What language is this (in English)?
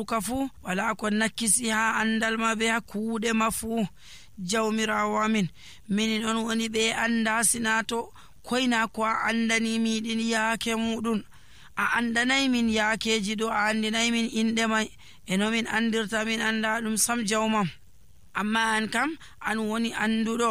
Nigerian Fulfulde